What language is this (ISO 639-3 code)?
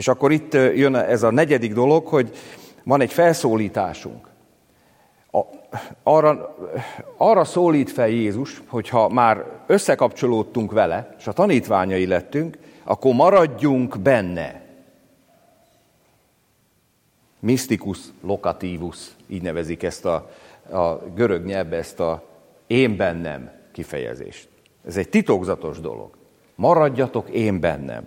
hun